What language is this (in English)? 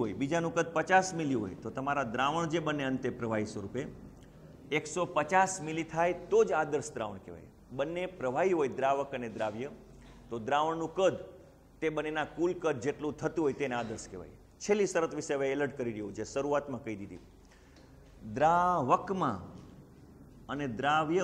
Gujarati